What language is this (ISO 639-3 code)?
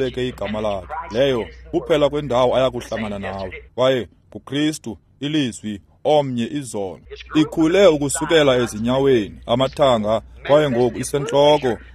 xho